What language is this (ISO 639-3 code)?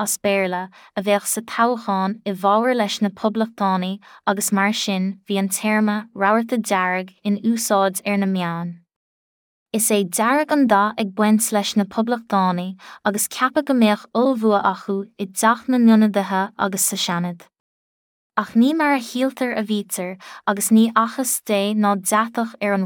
gle